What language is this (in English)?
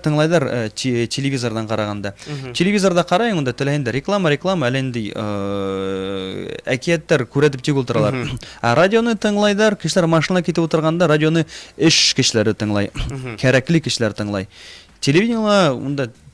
Bashkir